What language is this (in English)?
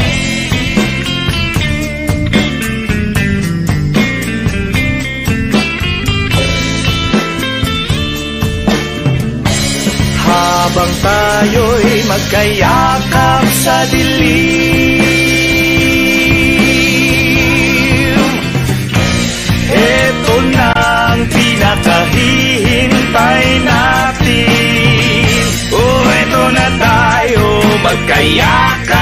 Filipino